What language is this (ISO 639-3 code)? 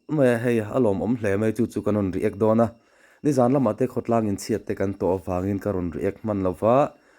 lus